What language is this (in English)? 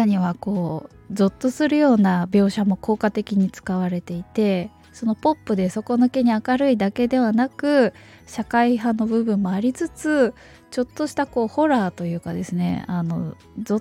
Japanese